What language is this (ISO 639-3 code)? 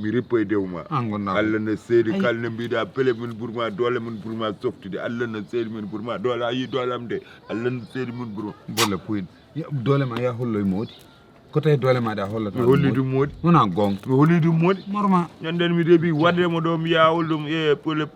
ful